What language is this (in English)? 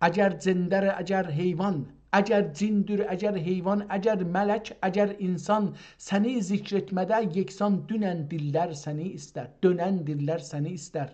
South Azerbaijani